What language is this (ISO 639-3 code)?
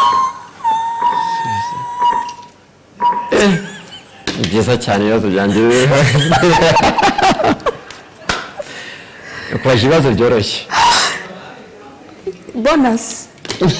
kin